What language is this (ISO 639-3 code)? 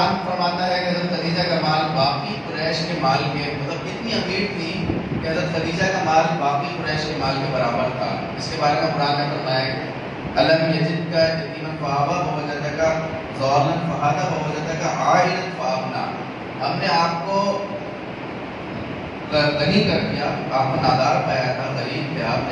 urd